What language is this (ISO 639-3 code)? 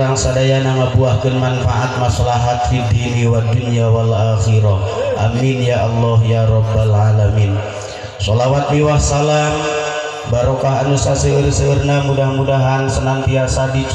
sun